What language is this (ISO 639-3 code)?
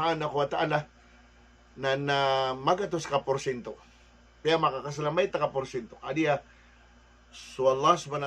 mrw